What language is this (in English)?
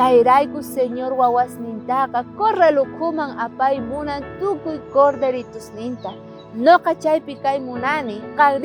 South Bolivian Quechua